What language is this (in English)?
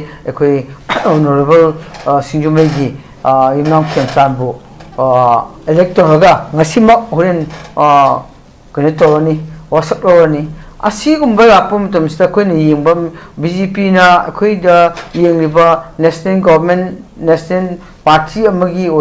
Manipuri